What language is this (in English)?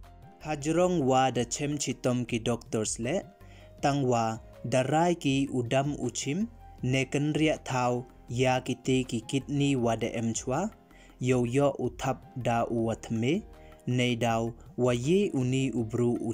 Pnar